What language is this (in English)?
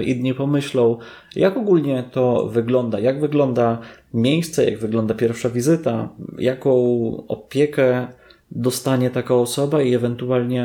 Polish